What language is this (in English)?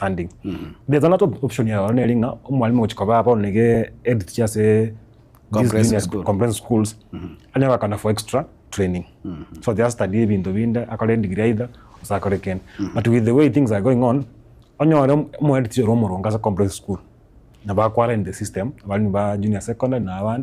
Gusii